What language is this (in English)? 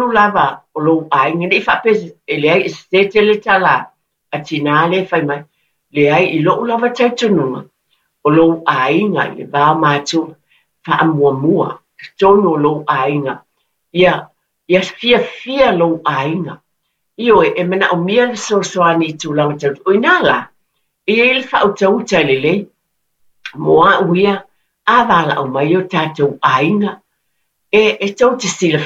Samoan